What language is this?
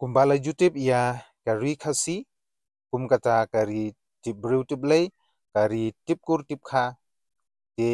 Khasi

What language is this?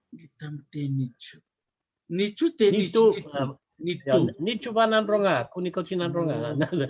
Fijian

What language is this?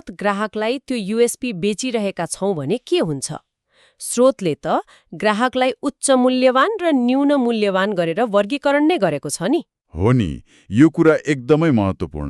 Nepali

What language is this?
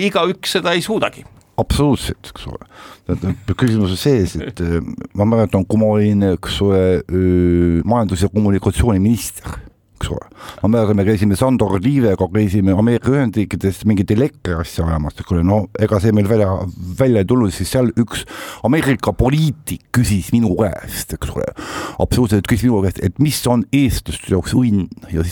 Estonian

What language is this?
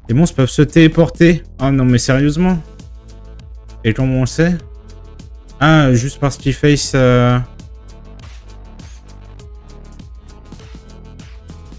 French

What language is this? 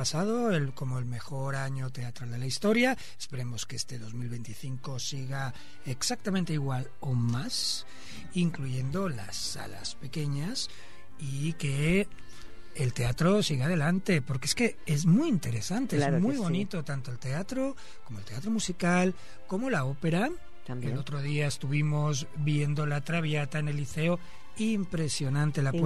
Spanish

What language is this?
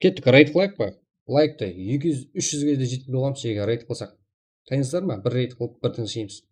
Kara-Kalpak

